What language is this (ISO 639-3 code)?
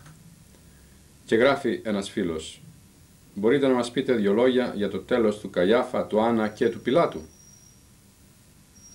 ell